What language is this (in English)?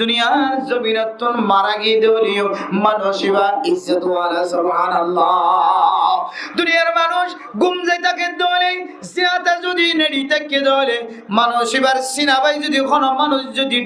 Rohingya